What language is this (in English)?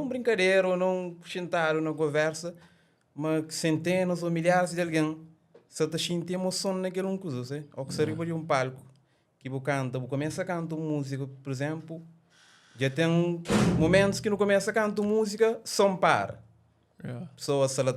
Kabuverdianu